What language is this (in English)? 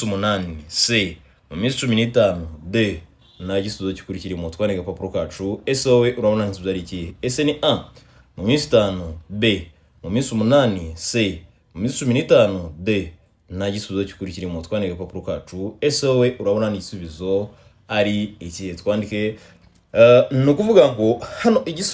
Kinyarwanda